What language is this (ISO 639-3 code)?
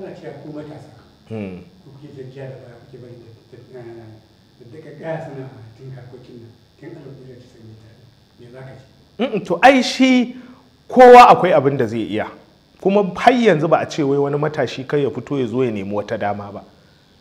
hau